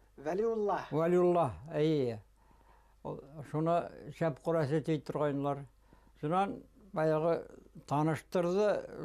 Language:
Bashkir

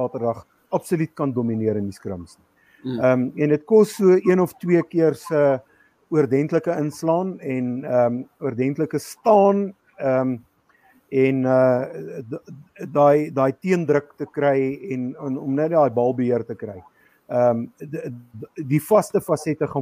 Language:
Afrikaans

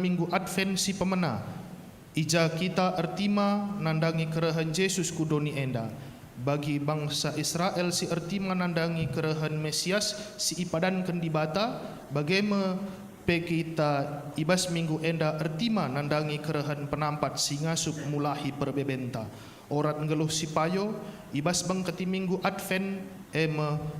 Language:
Batak Karo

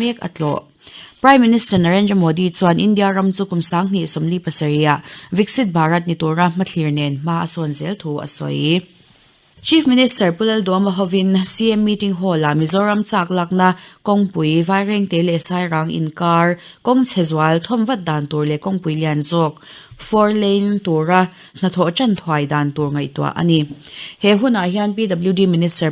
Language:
Mizo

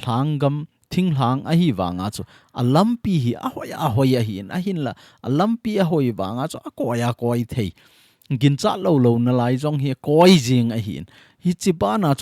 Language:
Thado Chin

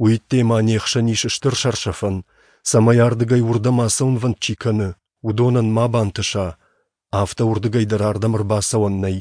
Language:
Ossetic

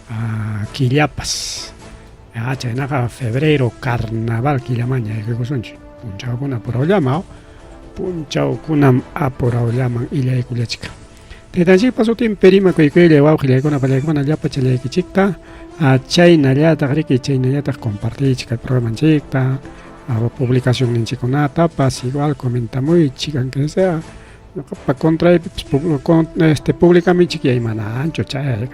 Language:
Ayacucho Quechua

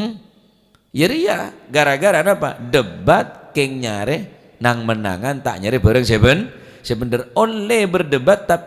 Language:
Madurese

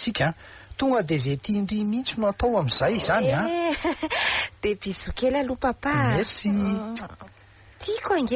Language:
Malagasy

